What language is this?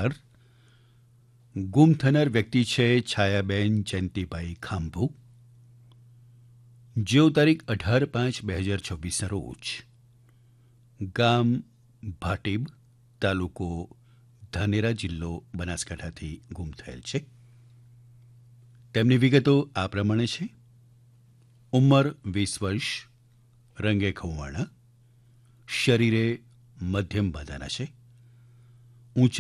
Gujarati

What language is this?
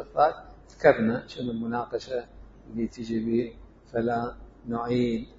Mesopotamian Arabic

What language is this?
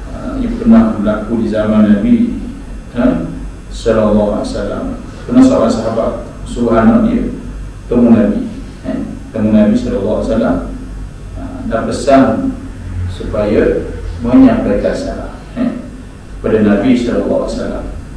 Malay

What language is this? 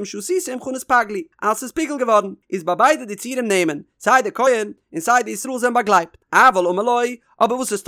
Yiddish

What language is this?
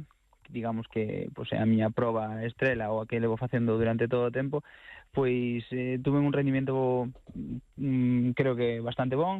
Galician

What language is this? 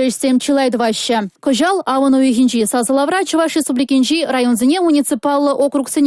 Chuvash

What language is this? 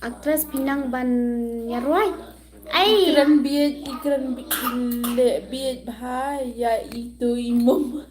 Khasi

